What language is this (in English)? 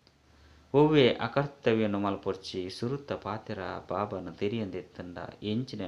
Tulu